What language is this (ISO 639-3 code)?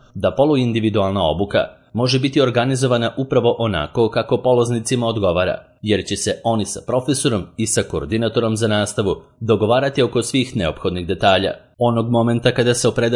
srp